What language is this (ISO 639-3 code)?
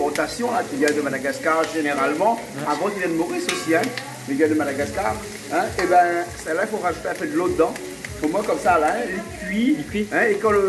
rcf